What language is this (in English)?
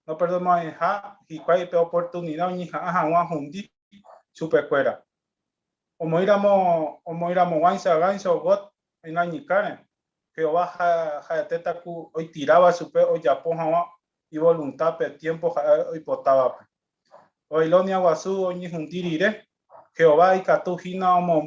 Guarani